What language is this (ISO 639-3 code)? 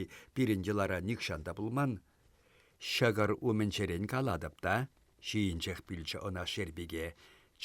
chv